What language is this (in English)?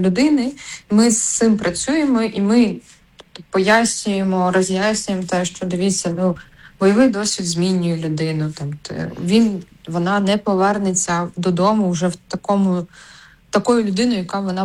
Ukrainian